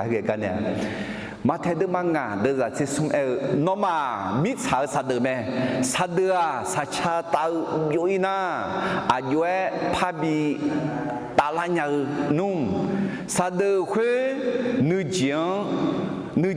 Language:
Akha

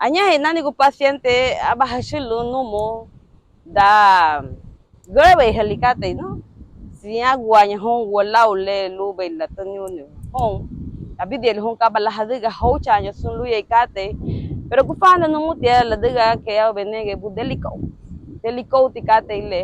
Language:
Garifuna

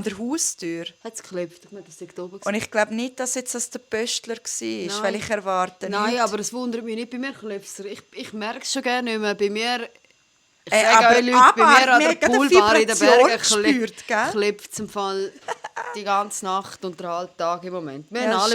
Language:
Swiss German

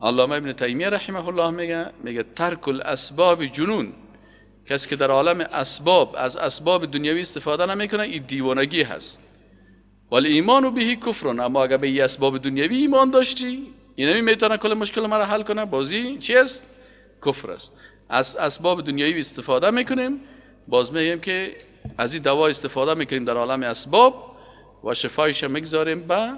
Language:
Persian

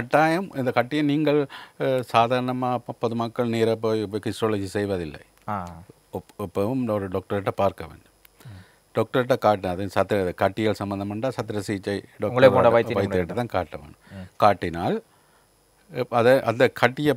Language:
Tamil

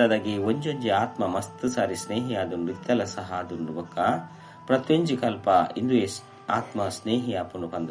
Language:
Tulu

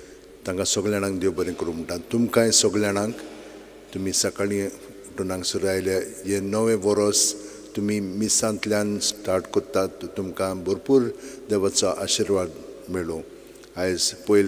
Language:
Konkani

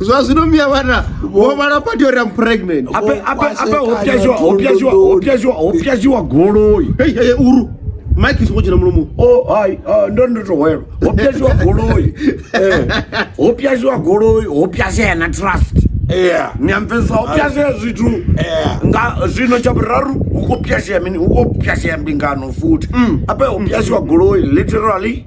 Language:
Venda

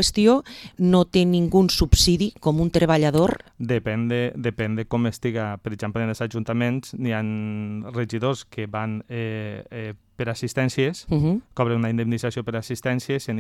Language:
Catalan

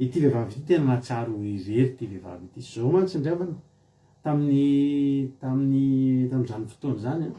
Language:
Malagasy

